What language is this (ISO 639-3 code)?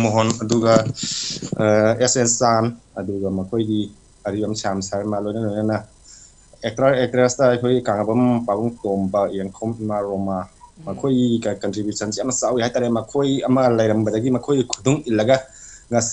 mni